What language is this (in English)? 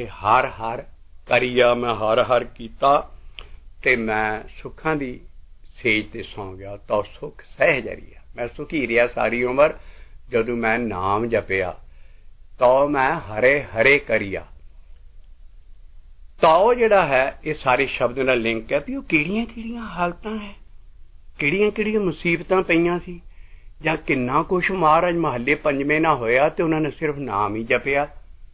Punjabi